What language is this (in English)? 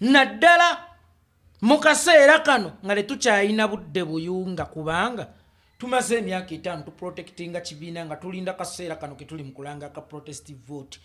Ganda